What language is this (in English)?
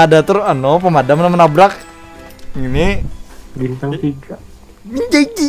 Banjar